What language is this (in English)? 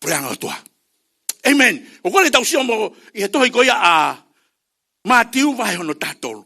Tongan